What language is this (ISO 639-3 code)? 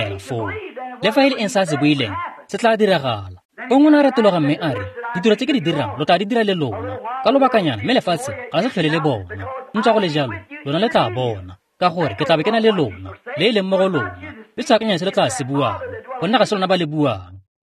tsn